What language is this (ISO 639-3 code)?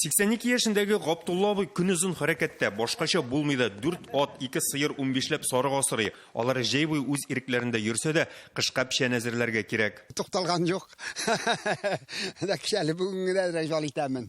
tat